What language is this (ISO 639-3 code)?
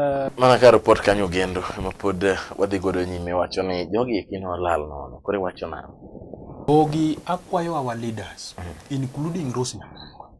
luo